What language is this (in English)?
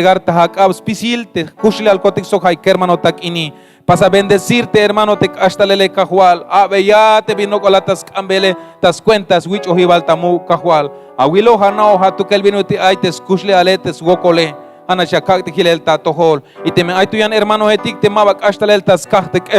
Tzeltal